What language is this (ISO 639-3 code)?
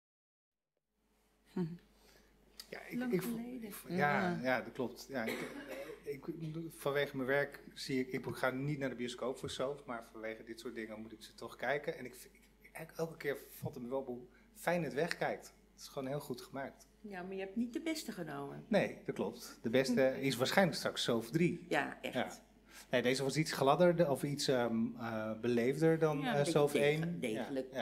nld